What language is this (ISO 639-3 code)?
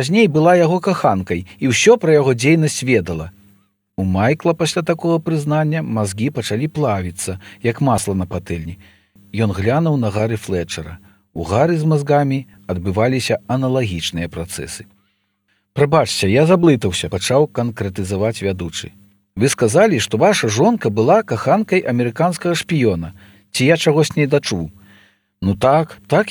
bel